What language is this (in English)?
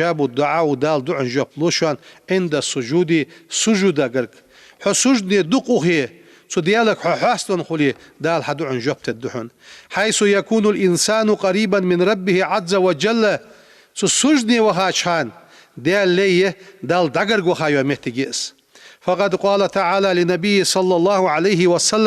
Ingush